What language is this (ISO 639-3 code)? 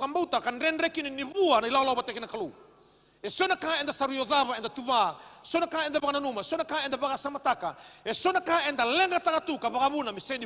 fij